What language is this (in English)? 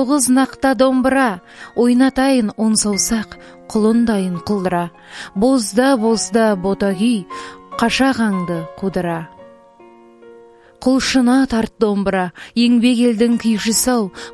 Kazakh